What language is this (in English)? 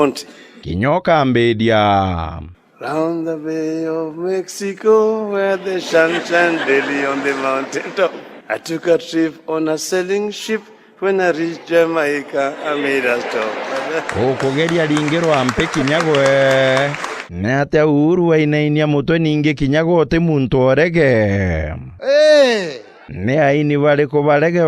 Meru